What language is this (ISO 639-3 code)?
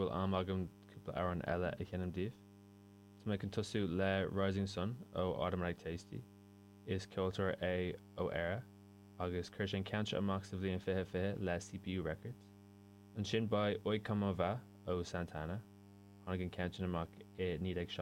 gle